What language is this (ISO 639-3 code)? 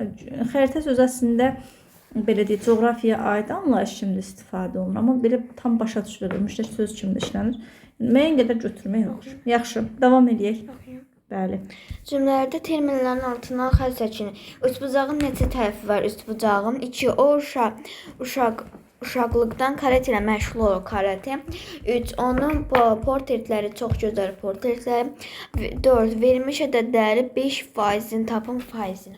aze